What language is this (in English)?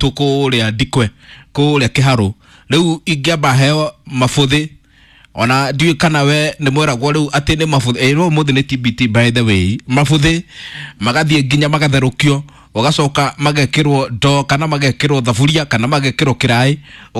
Kikuyu